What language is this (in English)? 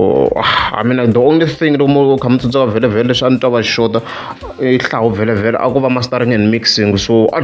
Tsonga